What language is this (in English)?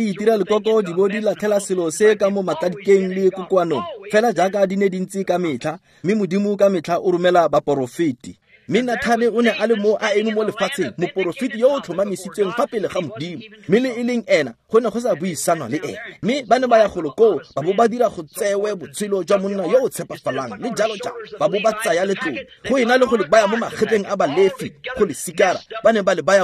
Tswana